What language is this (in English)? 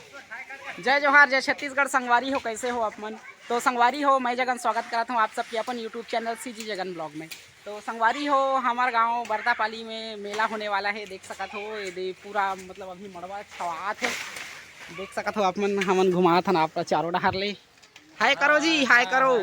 Chhattisgarhi